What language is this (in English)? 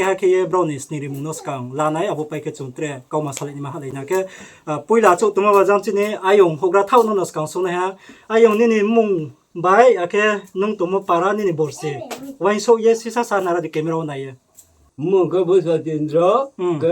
Riang (India)